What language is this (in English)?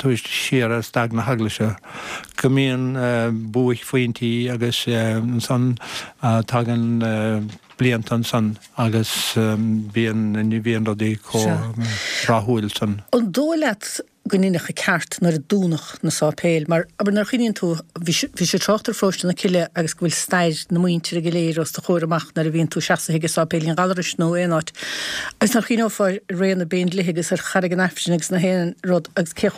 Irish